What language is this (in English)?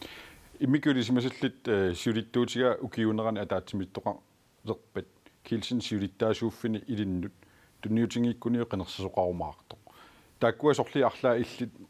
Kalaallisut